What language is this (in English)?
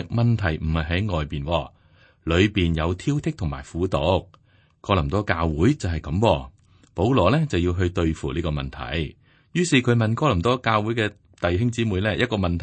Cantonese